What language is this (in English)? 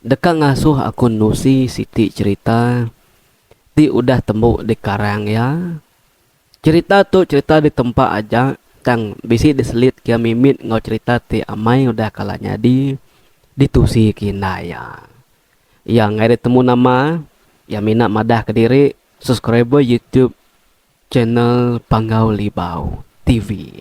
Iban